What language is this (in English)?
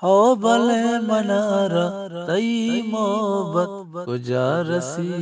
Eastern Balochi